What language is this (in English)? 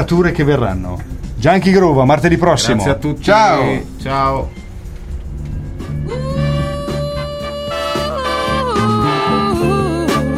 Italian